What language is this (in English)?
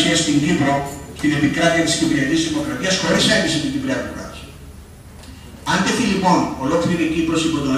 Greek